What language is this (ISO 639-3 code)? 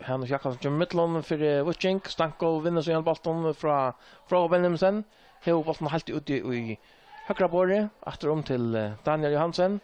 fao